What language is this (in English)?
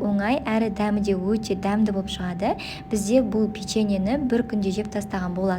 Kazakh